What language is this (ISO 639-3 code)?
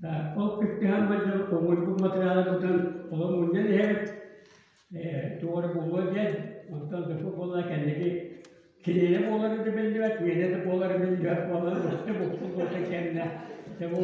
sah